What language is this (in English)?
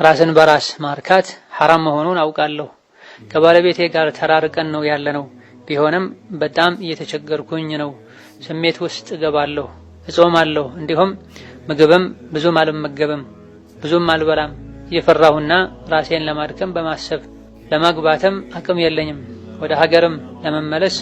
Amharic